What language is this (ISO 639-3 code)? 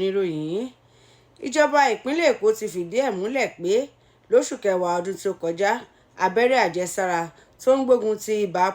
yor